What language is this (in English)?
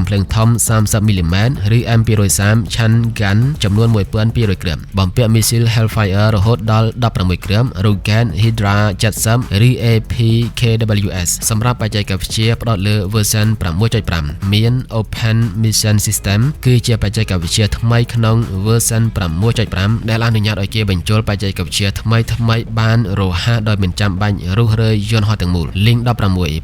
Khmer